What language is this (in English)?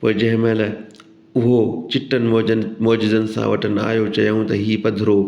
Sindhi